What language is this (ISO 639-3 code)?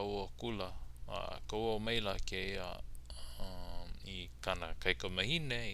haw